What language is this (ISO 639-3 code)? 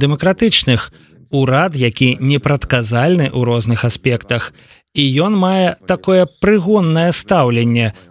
bel